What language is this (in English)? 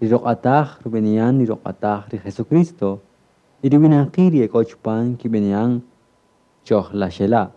Kaqchikel